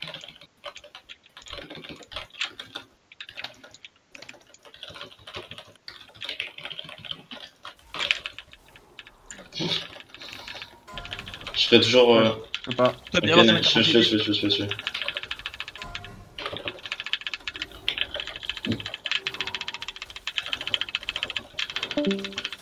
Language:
French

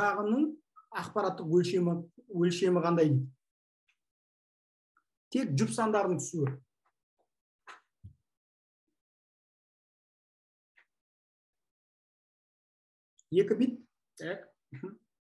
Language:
Kazakh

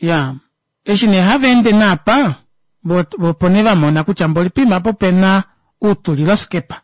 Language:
Kuanyama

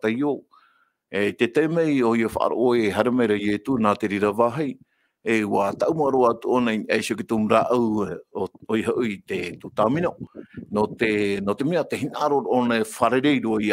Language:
Tahitian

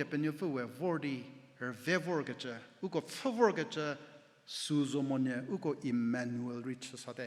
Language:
Angami Naga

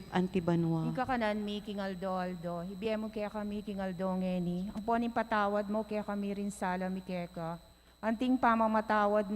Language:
Pampanga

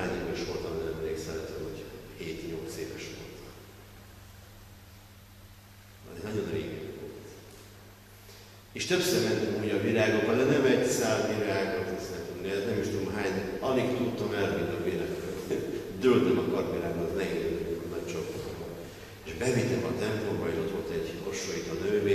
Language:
Hungarian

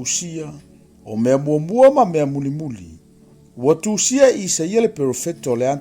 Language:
Samoan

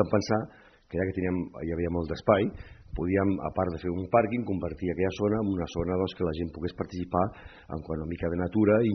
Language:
Catalan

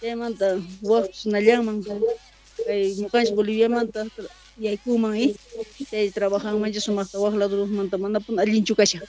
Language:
South Bolivian Quechua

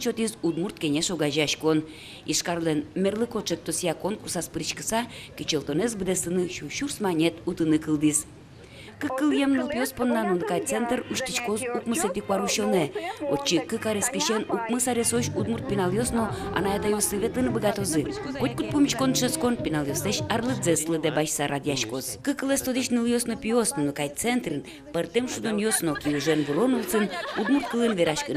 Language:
Udmurt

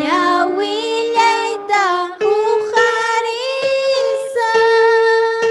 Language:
Ayacucho Quechua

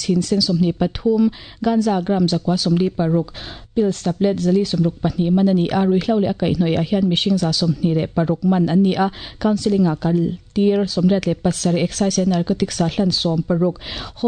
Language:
Mizo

